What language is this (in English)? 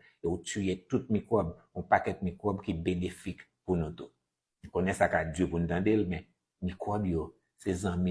Haitian Creole